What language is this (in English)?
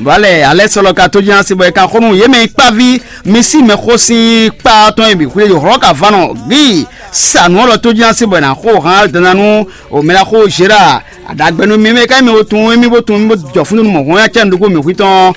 Fon